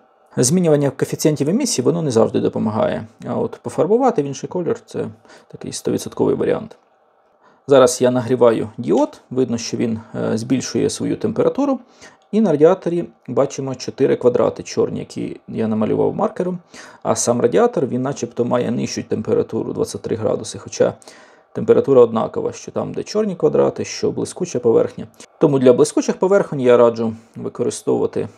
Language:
Ukrainian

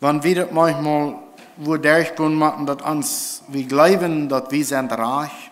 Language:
Plautdietsch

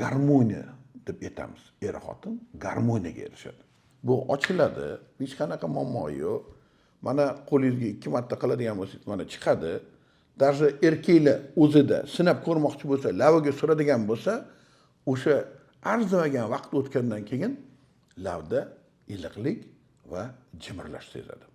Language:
Uzbek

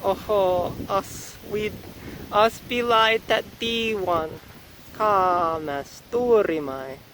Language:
Prussian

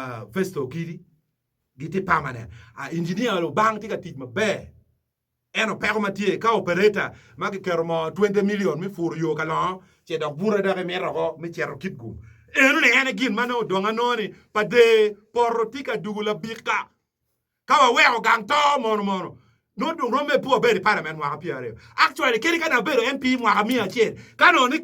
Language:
Acoli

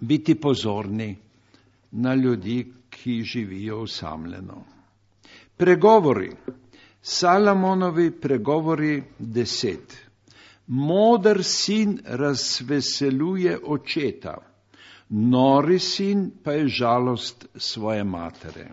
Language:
Slovenian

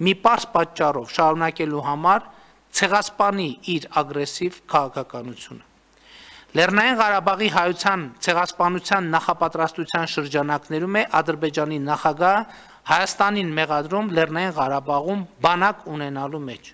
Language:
Armenian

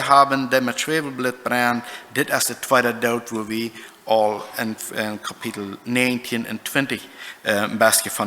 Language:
Plautdietsch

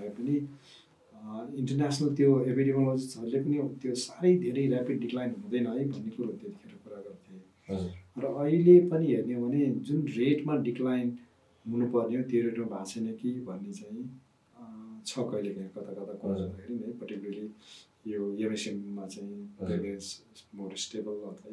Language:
Nepali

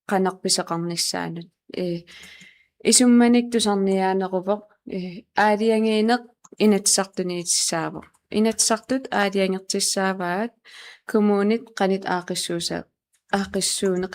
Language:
Kalaallisut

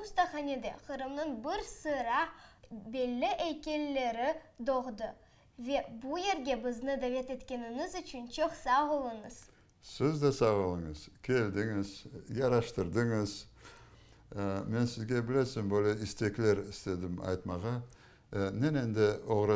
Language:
Crimean Tatar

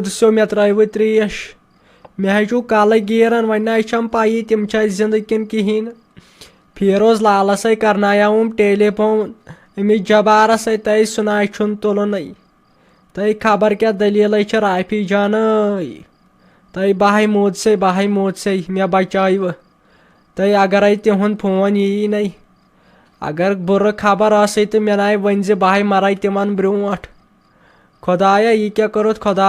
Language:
Kashmiri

